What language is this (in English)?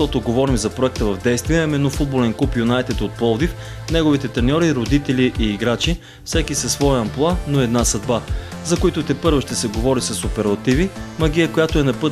Bulgarian